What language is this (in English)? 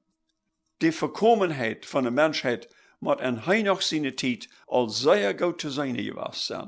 Plautdietsch